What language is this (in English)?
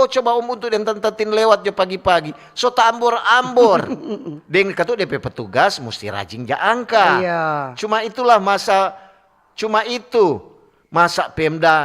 Manado Malay